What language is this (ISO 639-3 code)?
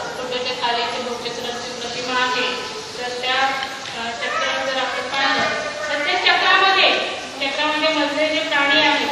mar